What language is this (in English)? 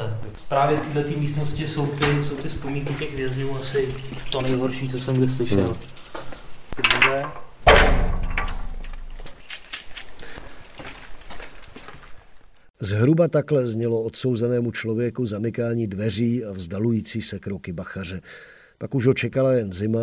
Czech